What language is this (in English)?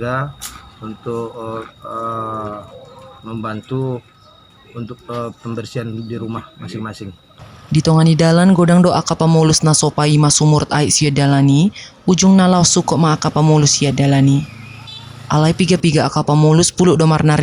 Batak Toba